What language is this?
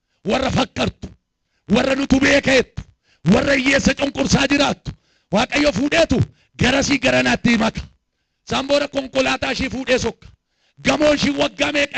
Oromo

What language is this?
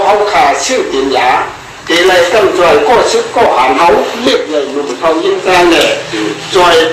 Shan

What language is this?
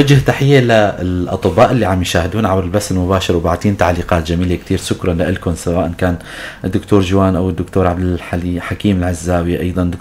North Levantine Arabic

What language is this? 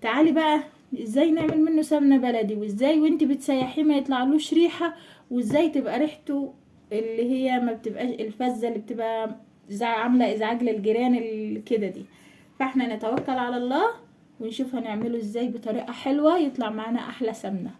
Egyptian Arabic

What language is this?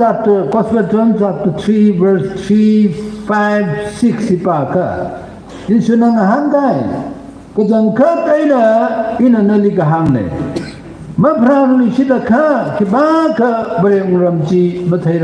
Tangkhul Naga (India)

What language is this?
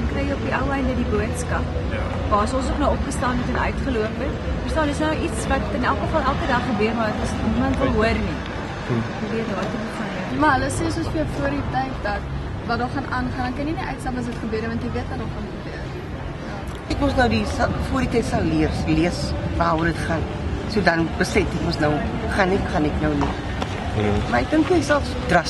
Afrikaans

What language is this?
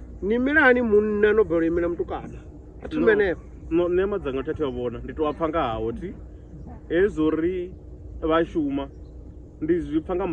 Venda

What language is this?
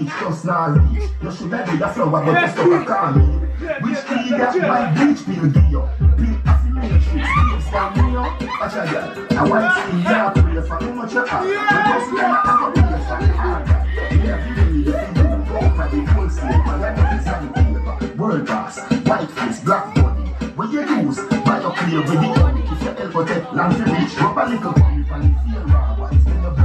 Jamaican Creole English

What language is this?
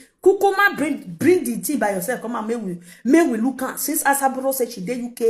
Nigerian Pidgin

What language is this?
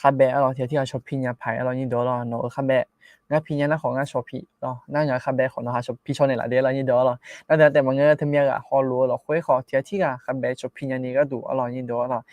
Akha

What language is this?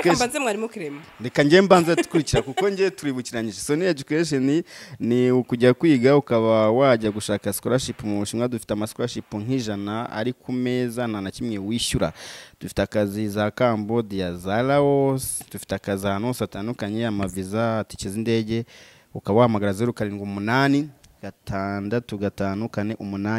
Kinyarwanda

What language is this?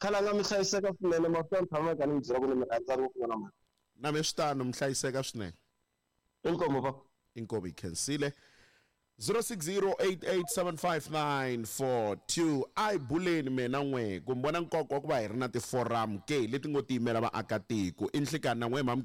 Tsonga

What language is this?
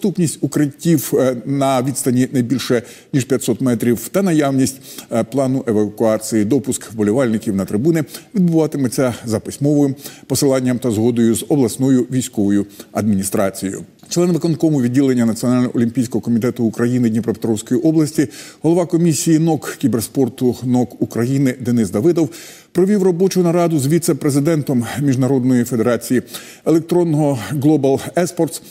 Ukrainian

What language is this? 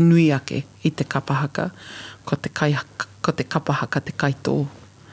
Māori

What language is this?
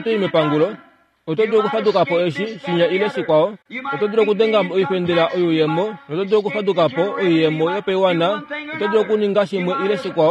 Kuanyama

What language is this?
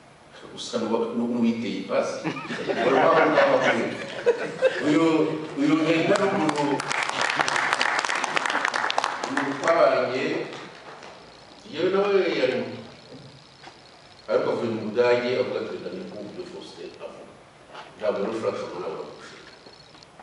Kinyarwanda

